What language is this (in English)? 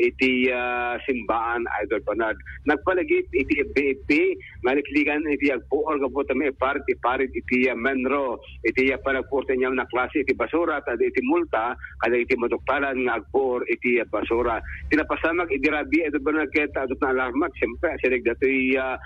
Iloko